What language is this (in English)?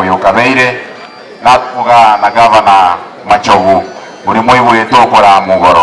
Gusii